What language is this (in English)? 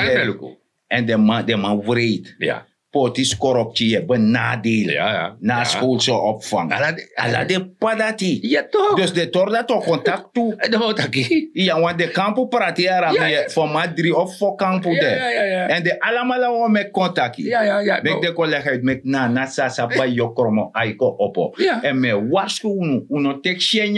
Sranan Tongo